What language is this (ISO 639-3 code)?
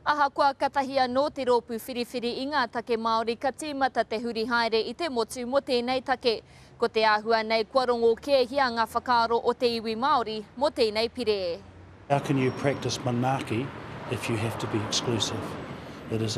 mri